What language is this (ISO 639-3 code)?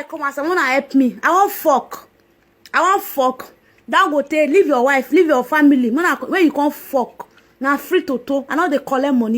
pcm